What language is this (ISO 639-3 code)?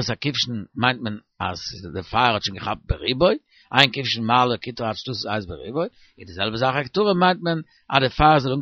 yid